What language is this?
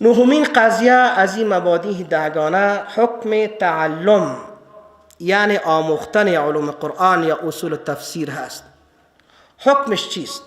Persian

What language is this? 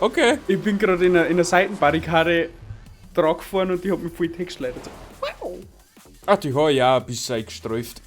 Bavarian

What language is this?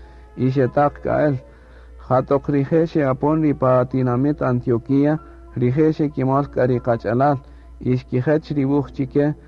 Kaqchikel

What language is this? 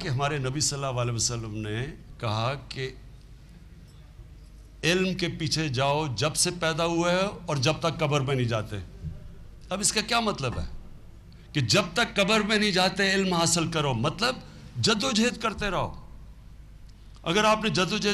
Urdu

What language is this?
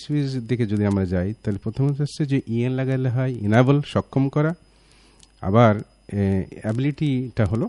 Bangla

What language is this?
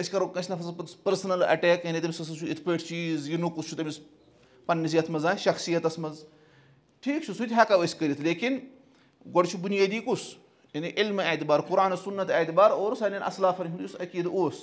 Kashmiri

